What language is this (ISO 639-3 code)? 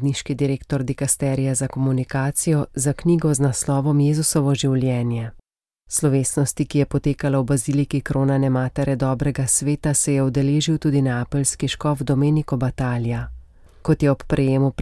slv